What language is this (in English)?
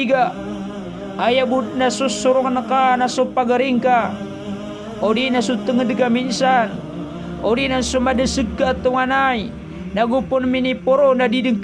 Maranao